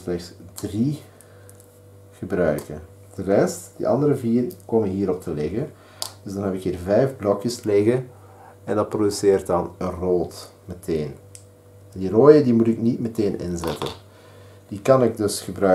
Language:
Dutch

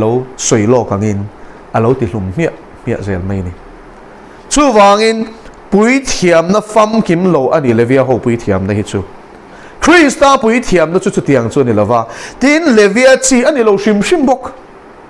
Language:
Mizo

